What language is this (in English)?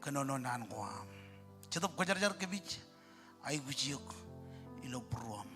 Marshallese